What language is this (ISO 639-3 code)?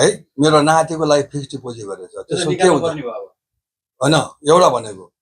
nep